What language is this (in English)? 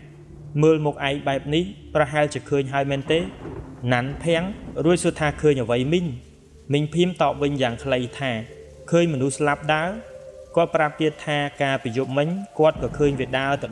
Khmer